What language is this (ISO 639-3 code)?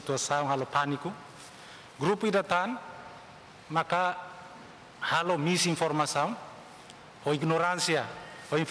tet